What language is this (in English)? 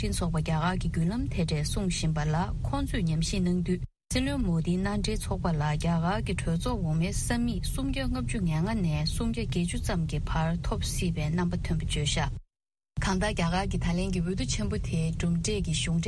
Tibetan